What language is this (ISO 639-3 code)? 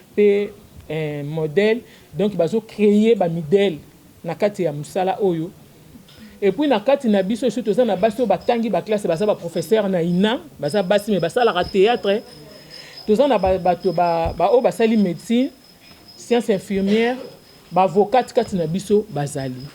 lin